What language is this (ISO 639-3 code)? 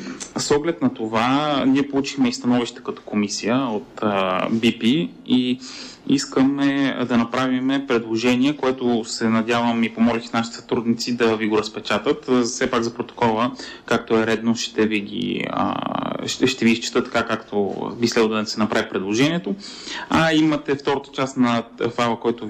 bul